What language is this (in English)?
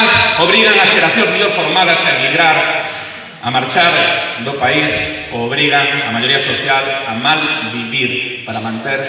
Galician